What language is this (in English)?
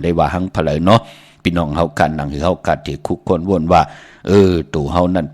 Shan